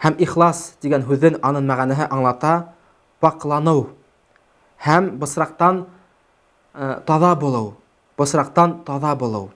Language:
Bashkir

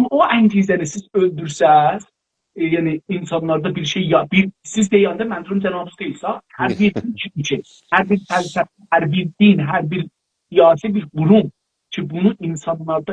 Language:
South Azerbaijani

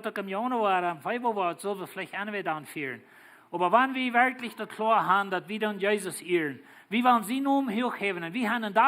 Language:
Plautdietsch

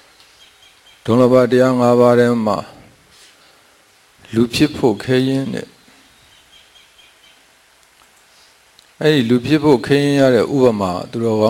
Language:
Burmese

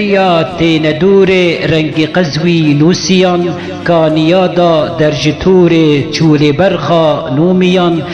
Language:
Kurdish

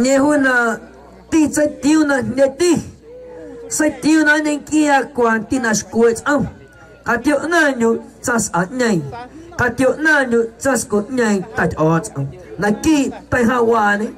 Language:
Guerrero Amuzgo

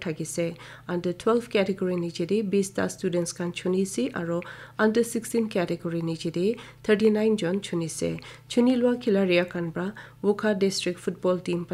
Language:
Naga Pidgin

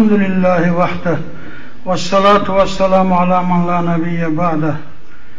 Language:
Kumyk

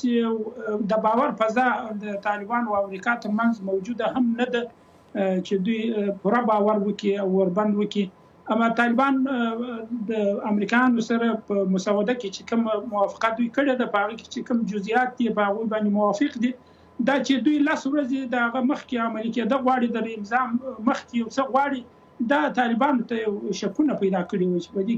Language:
Pashto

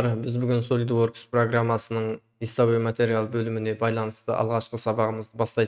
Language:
Kazakh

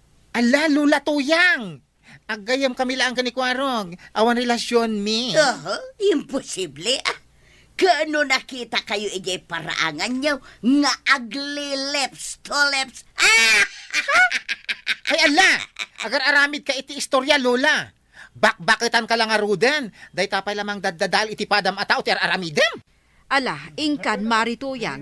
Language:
Iloko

